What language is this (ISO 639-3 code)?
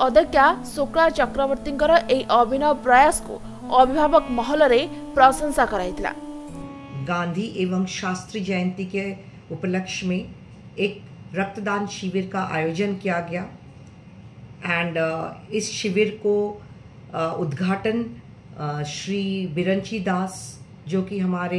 ori